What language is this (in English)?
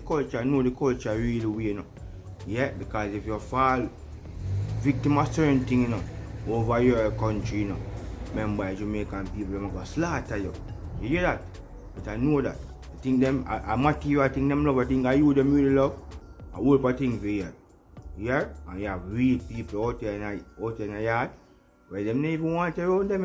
Jamaican Creole English